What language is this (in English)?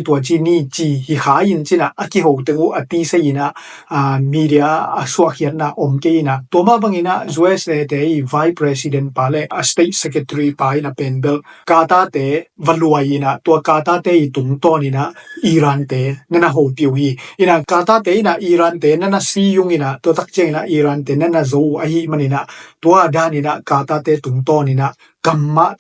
Tedim Chin